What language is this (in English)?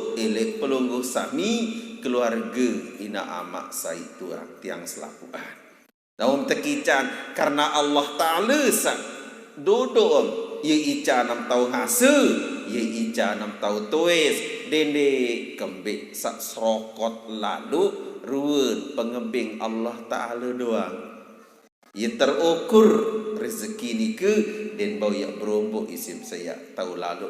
Sasak